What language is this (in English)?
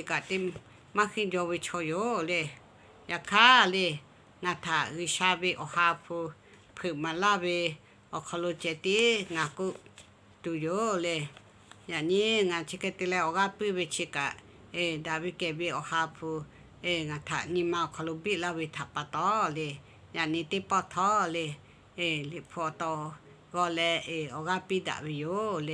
Lahu